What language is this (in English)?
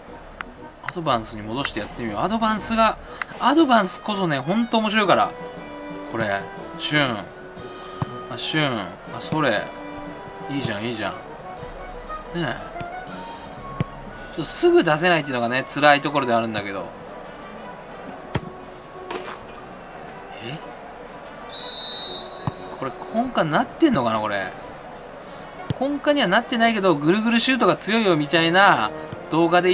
Japanese